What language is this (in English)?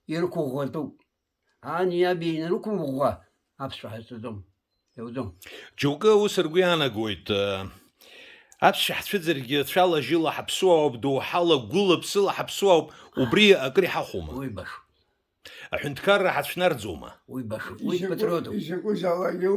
Abkhazian